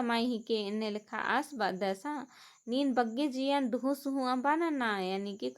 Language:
Kurukh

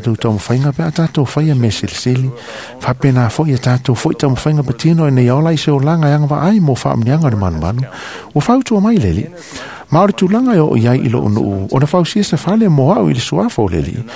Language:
Samoan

